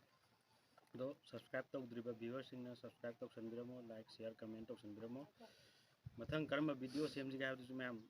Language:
Manipuri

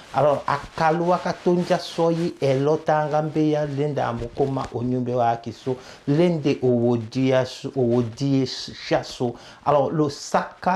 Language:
Tetela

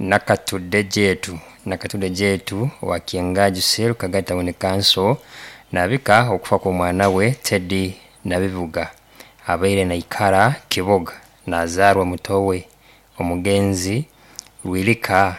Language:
Nyoro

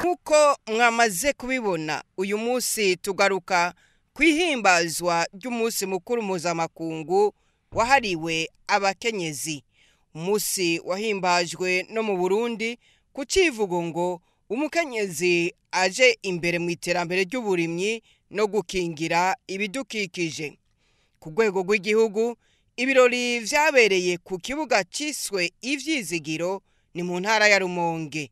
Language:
Rundi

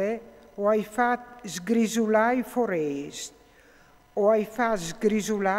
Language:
Friulian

